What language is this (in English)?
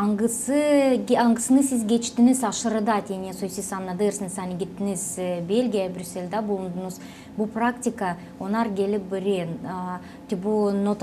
Gagauz